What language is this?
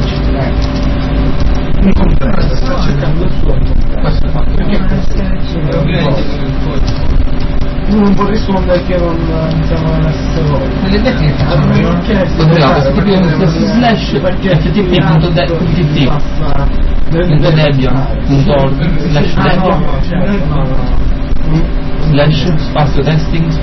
Italian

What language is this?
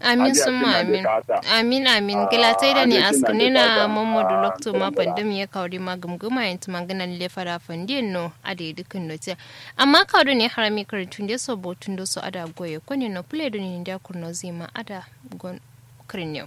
Kanuri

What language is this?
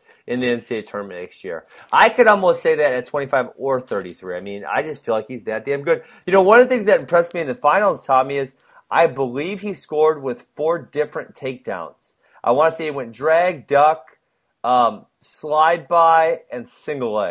English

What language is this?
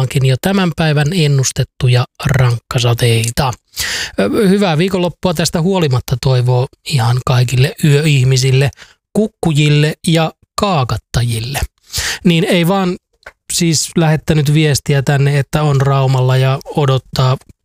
Finnish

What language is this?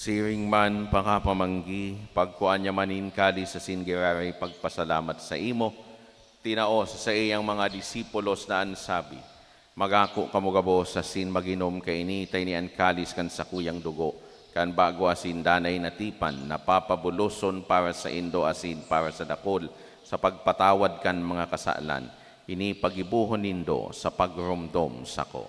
Bikol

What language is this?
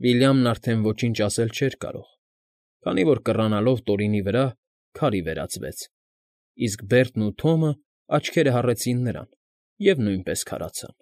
Armenian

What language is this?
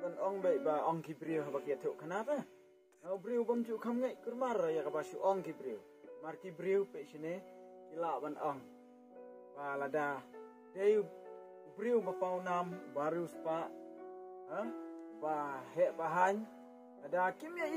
Khasi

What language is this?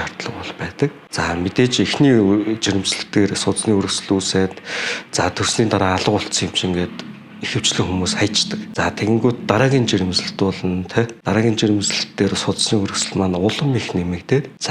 Mongolian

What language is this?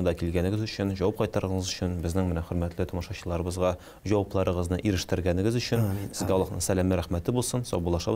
Tatar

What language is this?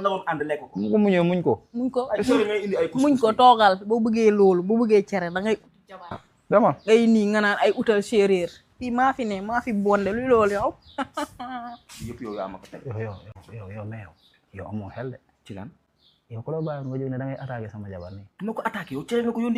Wolof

